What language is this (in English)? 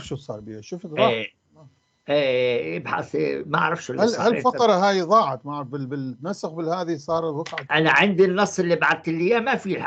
North Levantine Arabic